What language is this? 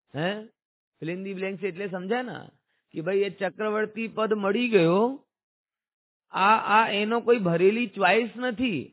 Gujarati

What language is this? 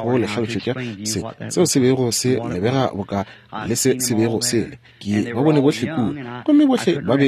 Northern Sotho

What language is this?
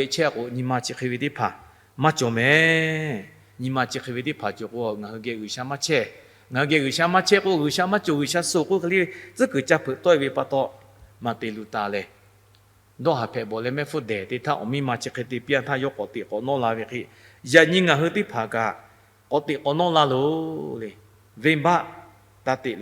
Lahu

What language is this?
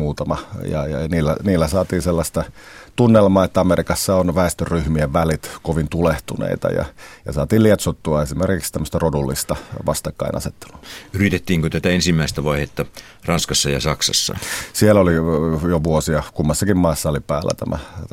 Finnish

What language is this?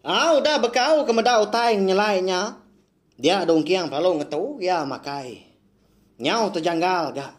Iban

